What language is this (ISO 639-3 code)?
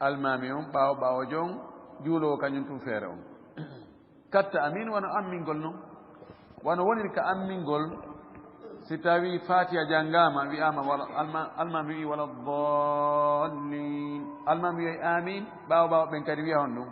ful